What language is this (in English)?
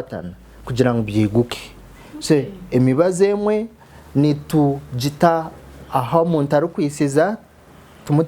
Nyankole